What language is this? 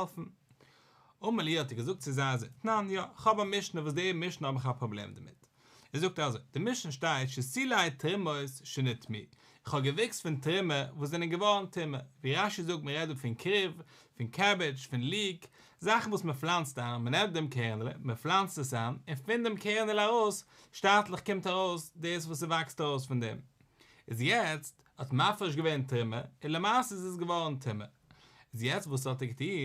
Yiddish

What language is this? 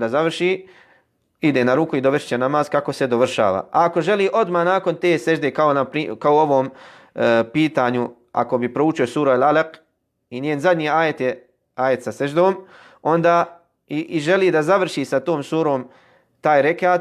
Bosnian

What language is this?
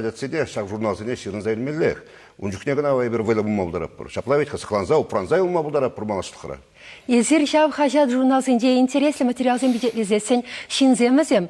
Chuvash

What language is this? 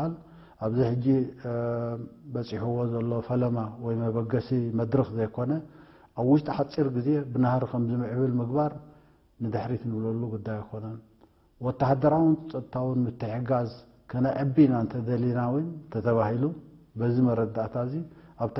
Tigrinya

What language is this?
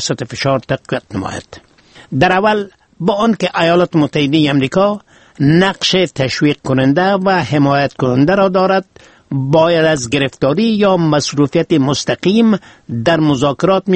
Persian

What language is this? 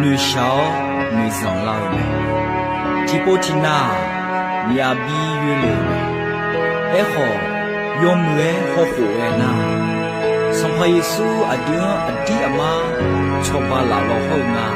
Akha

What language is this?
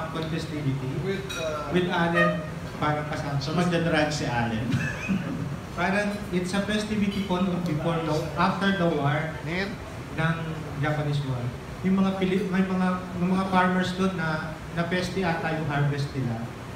Filipino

